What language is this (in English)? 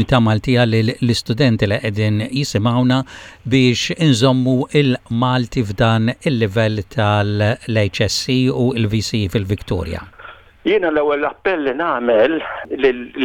Maltese